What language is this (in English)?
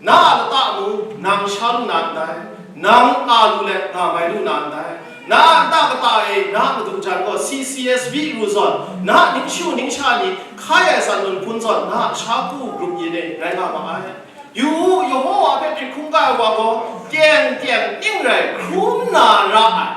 Kachin